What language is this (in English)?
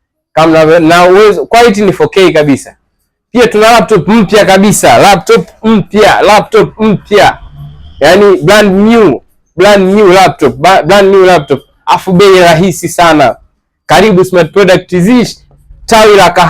Swahili